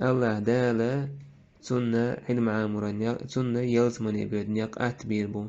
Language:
Chechen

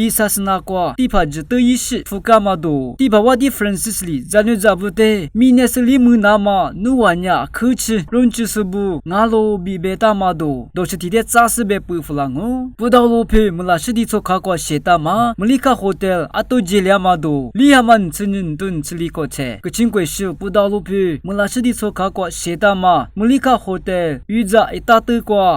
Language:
Lisu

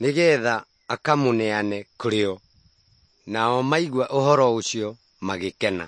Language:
Kikuyu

